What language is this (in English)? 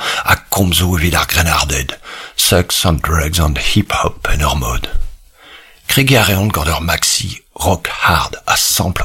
Breton